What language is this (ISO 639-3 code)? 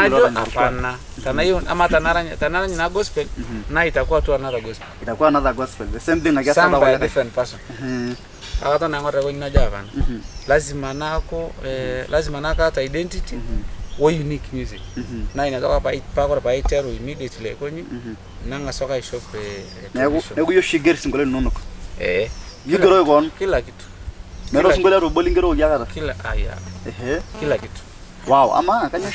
mas